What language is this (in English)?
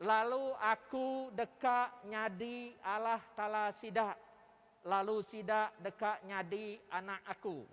Iban